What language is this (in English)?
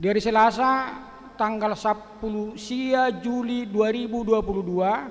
Batak Toba